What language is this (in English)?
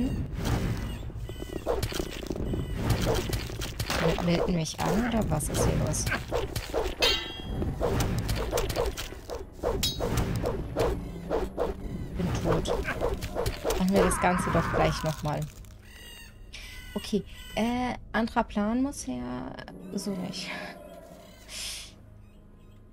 German